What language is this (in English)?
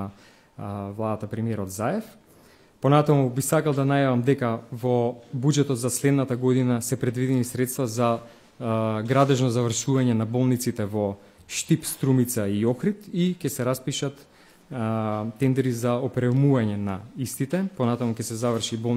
Macedonian